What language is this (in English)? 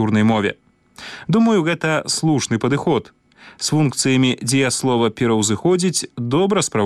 Belarusian